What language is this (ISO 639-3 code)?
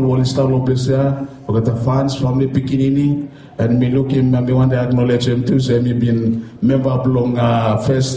bis